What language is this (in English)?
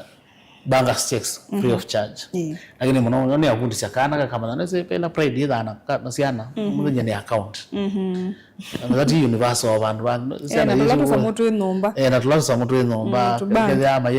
Kamba